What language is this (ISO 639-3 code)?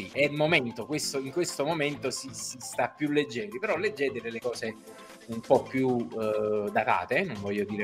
ita